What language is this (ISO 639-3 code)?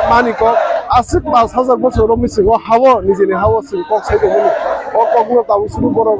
trp